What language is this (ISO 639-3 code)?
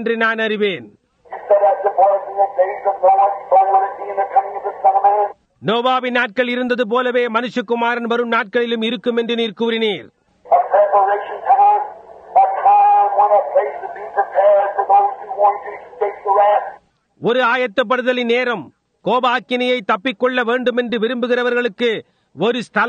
tam